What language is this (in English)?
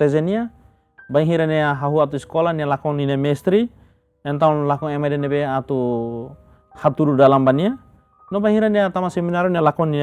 Tetum